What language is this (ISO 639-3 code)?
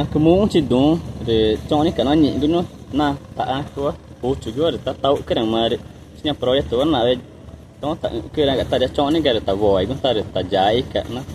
tca